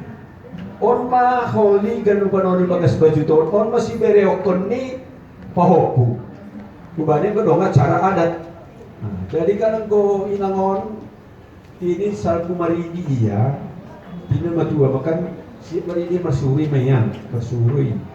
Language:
Batak Simalungun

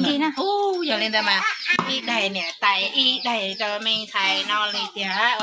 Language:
Hmong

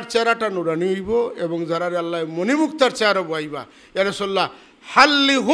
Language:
Sylheti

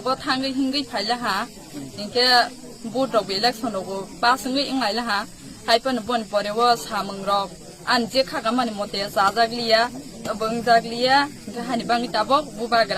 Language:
Kok Borok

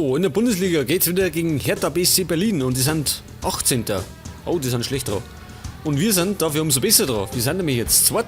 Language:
Bavarian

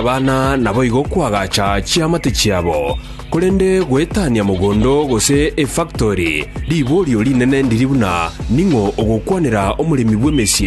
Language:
Gusii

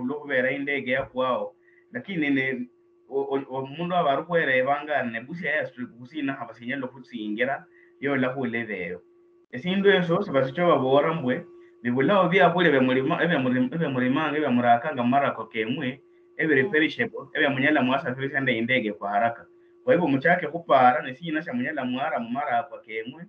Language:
Luyia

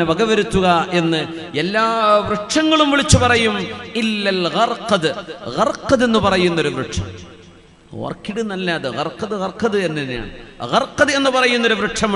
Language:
Malayalam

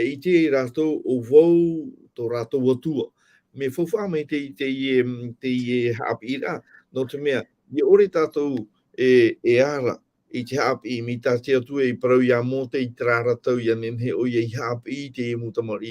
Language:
Tahitian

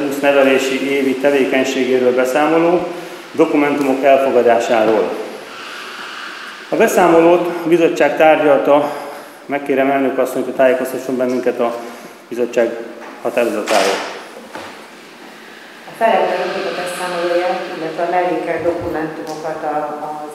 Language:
Hungarian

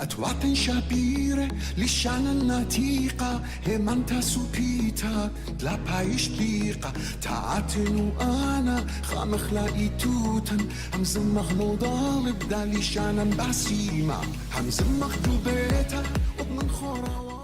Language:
Assyrian Neo-Aramaic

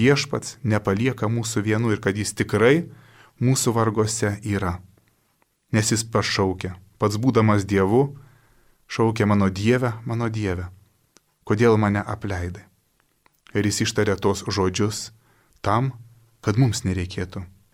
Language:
Lithuanian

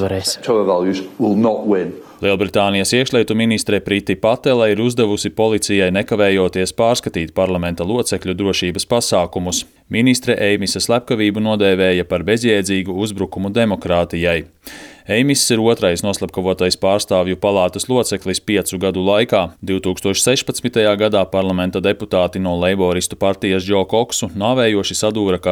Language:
Latvian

